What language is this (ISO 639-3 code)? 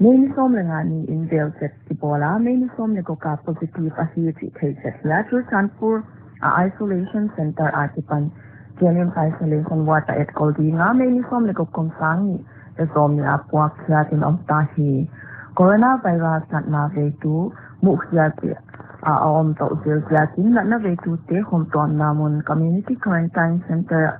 pck